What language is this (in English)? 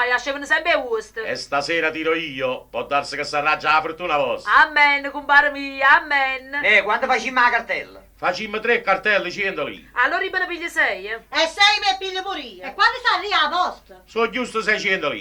Neapolitan